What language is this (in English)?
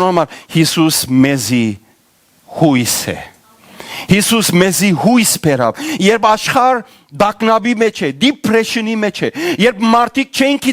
Western Armenian